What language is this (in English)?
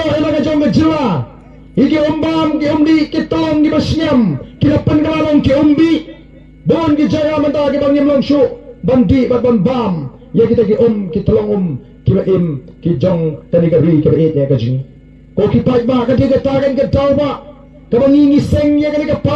Khasi